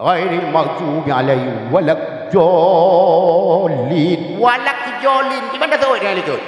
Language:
Achinese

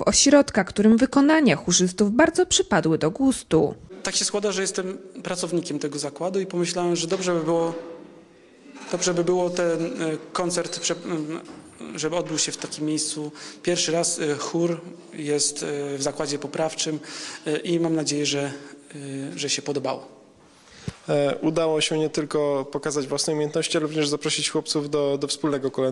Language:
Polish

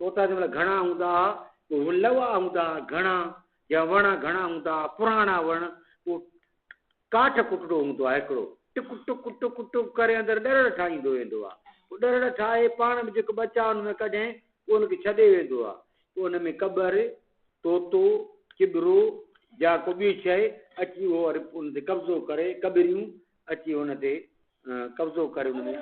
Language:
Sindhi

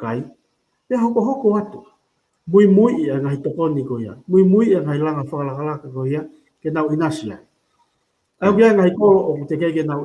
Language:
Tongan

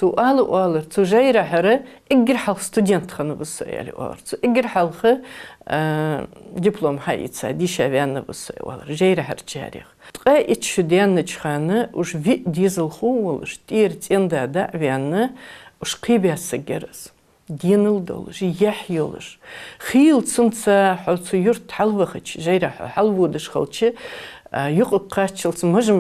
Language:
Ingush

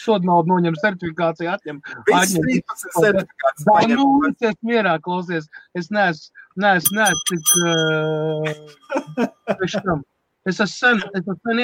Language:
Latvian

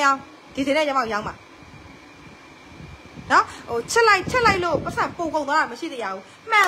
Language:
Burmese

